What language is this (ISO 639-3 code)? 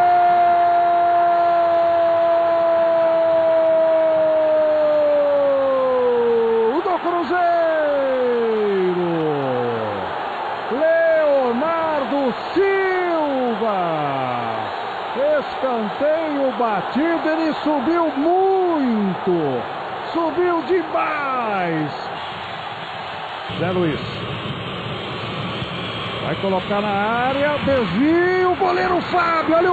por